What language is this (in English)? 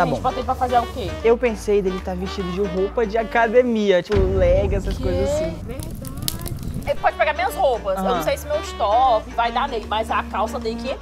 Portuguese